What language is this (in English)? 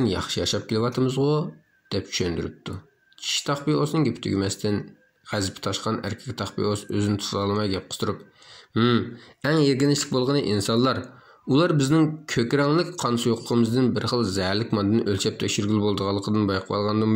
Uyghur